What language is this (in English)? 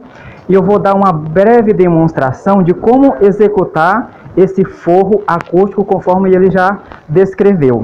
Portuguese